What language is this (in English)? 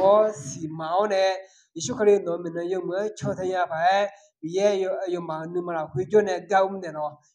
Akha